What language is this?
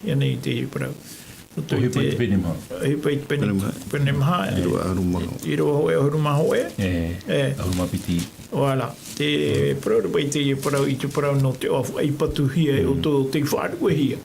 Tahitian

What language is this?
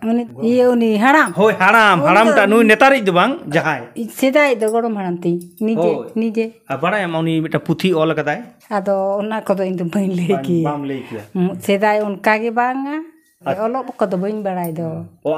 Santali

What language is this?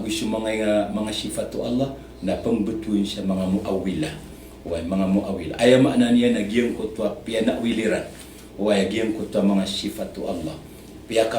Maranao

